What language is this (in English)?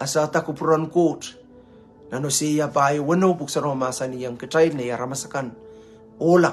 Pohnpeian